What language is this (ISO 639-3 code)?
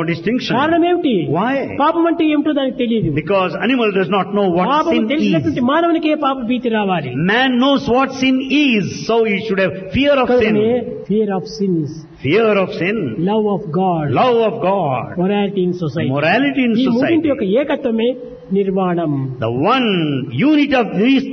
tel